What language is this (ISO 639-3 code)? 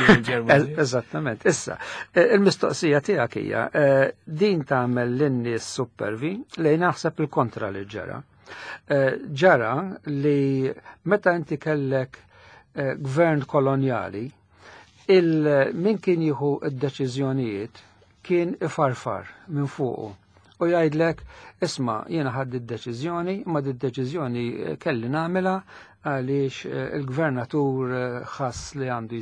mlt